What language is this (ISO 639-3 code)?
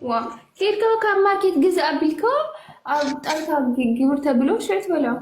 tir